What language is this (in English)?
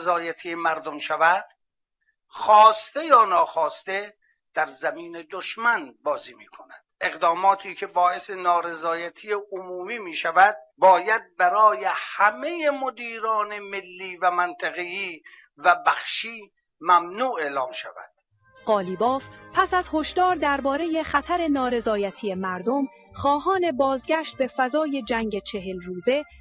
Persian